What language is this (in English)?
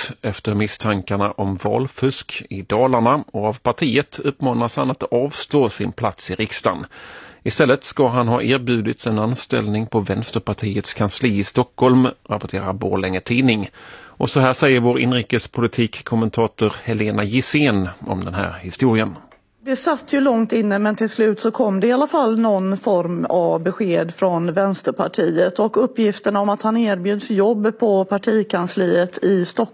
Swedish